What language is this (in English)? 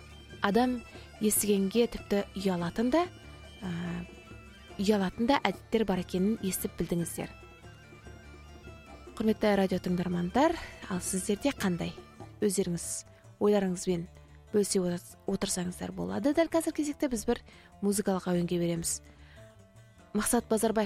Kazakh